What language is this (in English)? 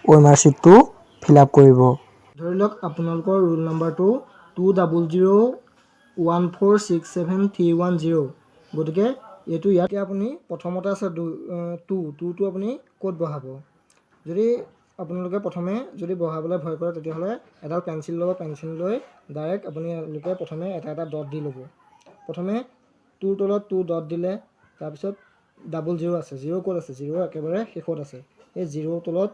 Assamese